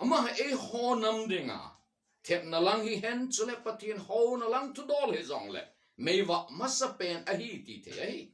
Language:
Thado Chin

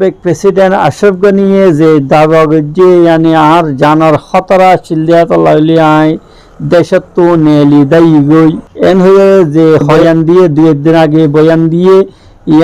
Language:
Rohingya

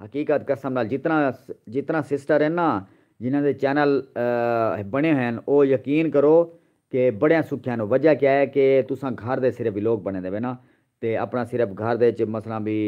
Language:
Saraiki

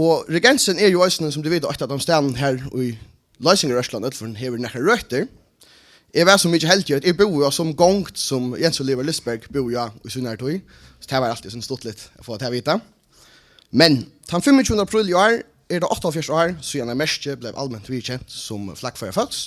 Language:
Faroese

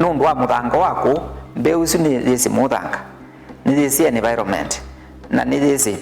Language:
Kamba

